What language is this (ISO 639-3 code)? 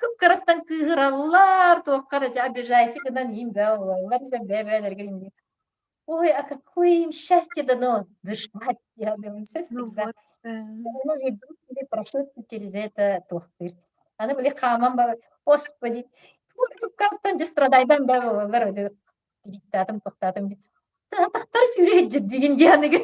sah